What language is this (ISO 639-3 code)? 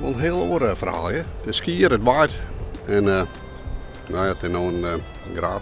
fry